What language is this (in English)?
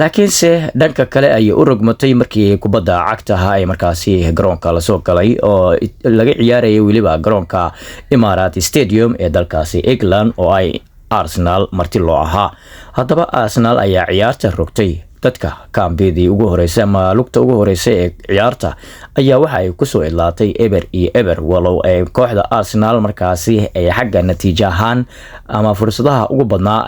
Somali